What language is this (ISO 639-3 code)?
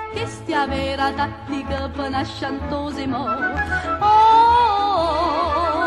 nap